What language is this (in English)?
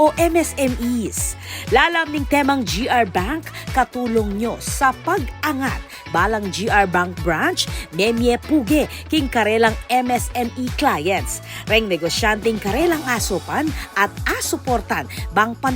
Pampanga